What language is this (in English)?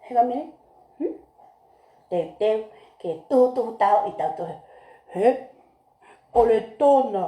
Tongan